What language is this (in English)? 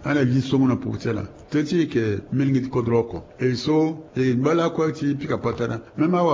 Sango